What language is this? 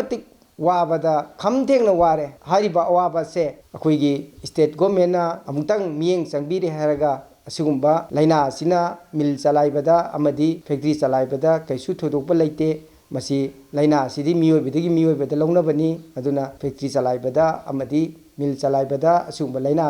Manipuri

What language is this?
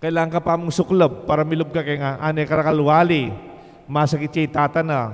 Pampanga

